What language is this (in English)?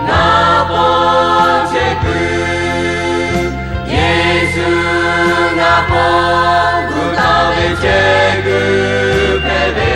Lahu